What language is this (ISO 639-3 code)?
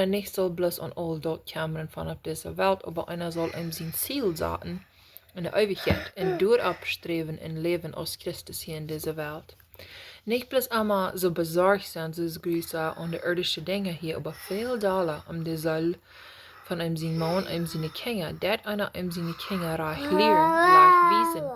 pdt